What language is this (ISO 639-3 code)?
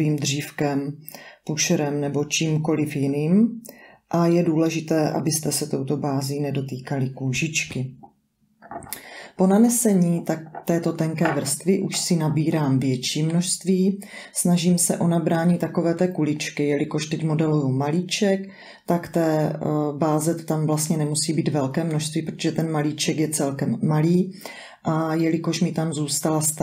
ces